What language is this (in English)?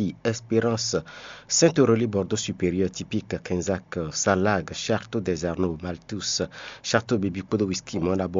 Fon